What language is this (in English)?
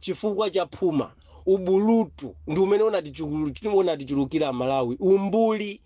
Nyanja